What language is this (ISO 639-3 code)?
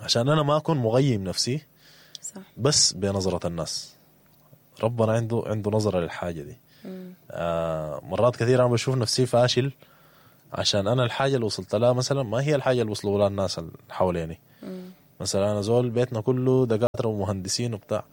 apd